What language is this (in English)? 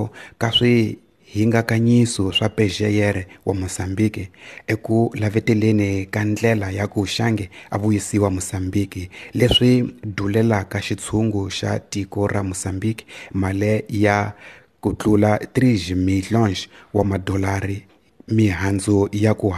Tsonga